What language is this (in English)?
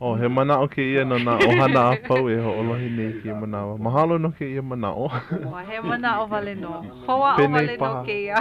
Hawaiian